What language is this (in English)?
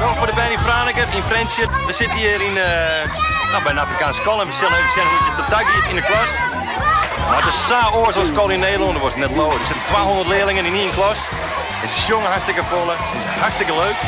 Western Frisian